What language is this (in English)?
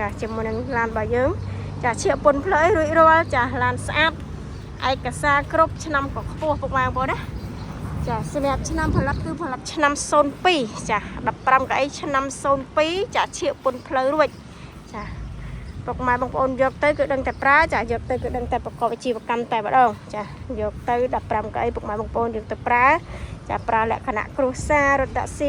Khmer